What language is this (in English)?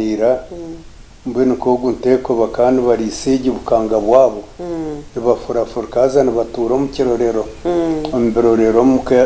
Nyankole